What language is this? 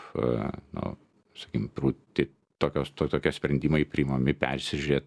Lithuanian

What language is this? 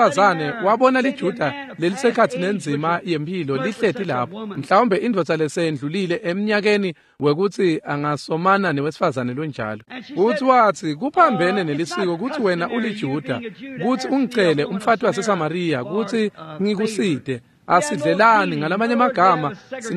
Swati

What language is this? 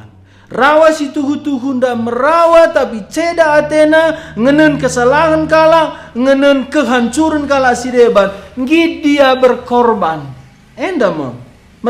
Batak Karo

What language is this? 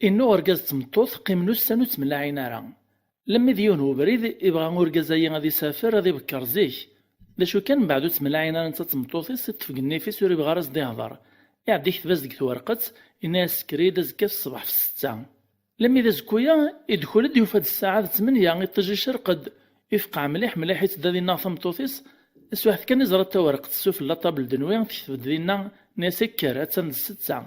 Kabyle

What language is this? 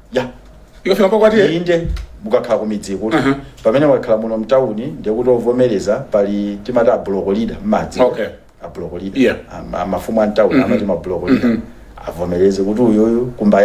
Nyanja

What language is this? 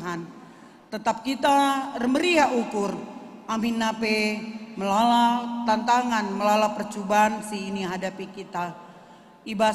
Batak Karo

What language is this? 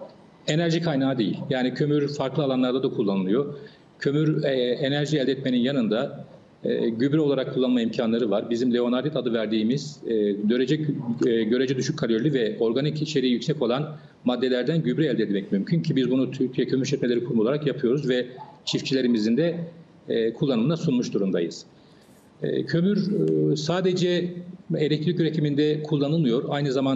Turkish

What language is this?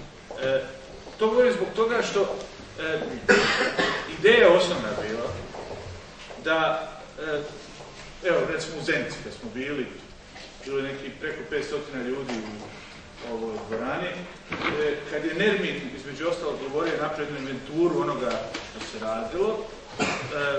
Bosnian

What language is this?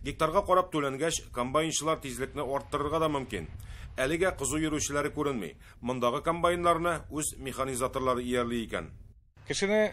Tatar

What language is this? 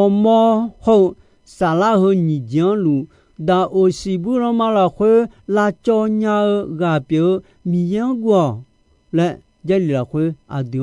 Akha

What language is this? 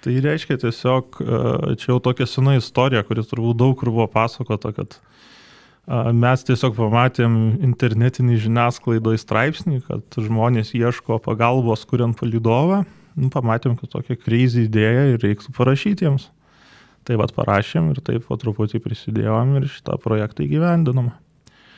Lithuanian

